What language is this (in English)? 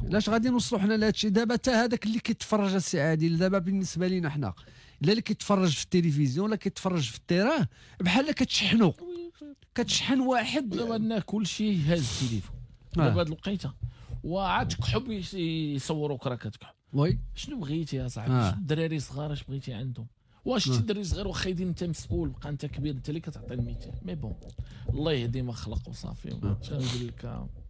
Moroccan Arabic